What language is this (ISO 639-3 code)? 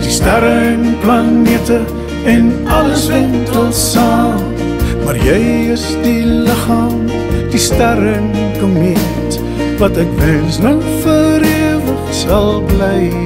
afr